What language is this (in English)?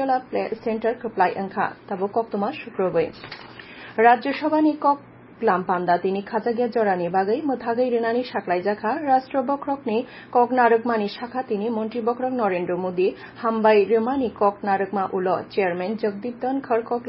Kok Borok